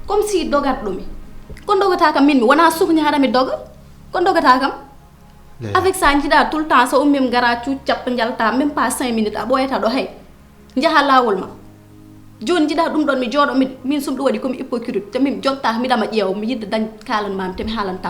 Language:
Fula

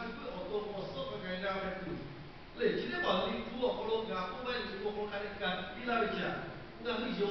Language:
Lahu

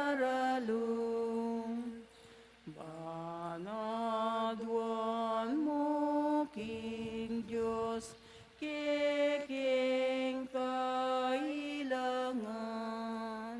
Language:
Pampanga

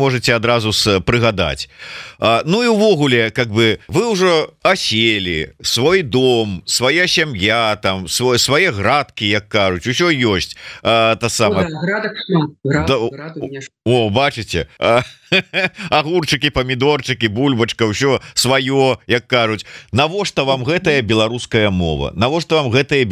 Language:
Belarusian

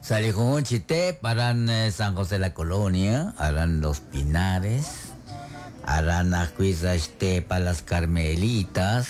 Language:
Kekchí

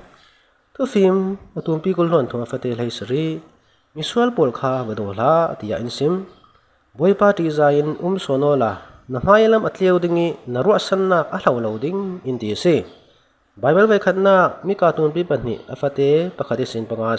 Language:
Falam Chin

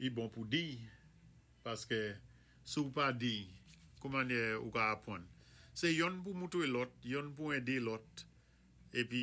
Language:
Saint Lucian Creole French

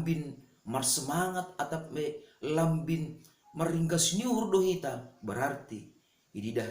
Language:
Batak Simalungun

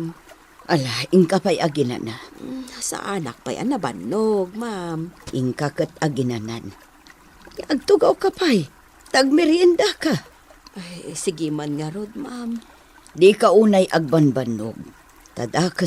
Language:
Iloko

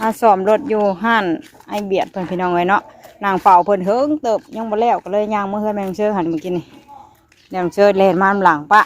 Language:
Northeastern Thai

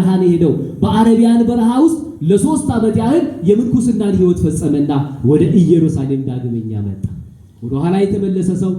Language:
Amharic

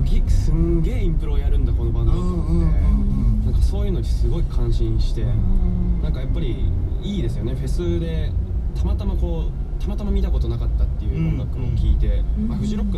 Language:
Japanese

